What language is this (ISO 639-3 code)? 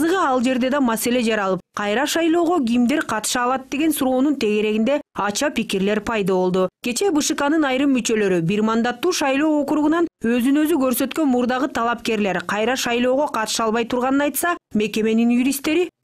kir